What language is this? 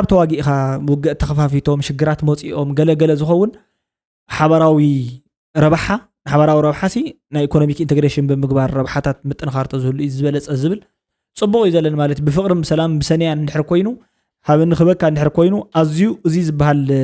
Tigrinya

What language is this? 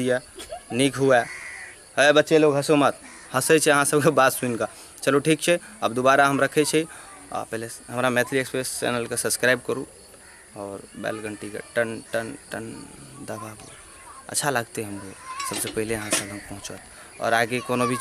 Maithili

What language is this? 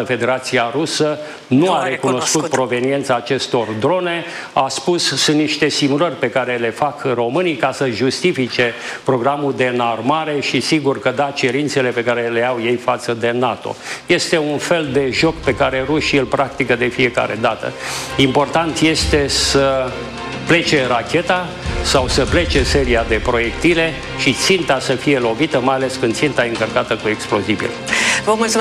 Romanian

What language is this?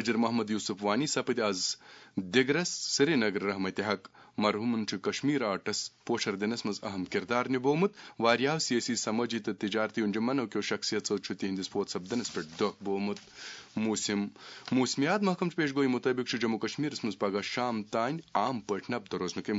Kashmiri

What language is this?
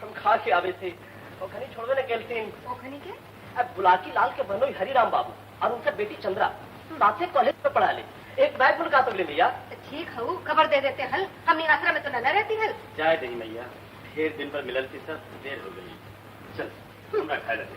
Magahi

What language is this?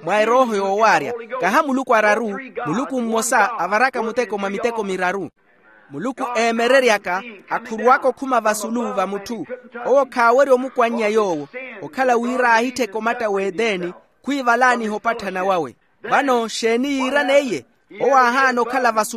Makhuwa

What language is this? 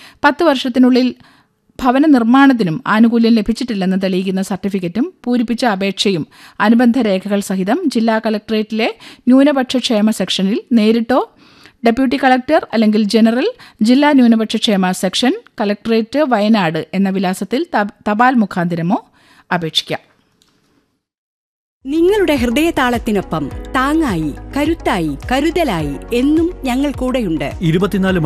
Malayalam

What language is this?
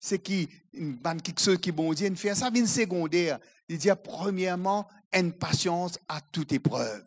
Morisyen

